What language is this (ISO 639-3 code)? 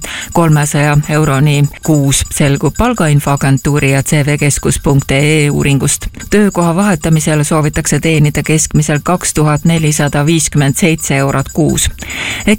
est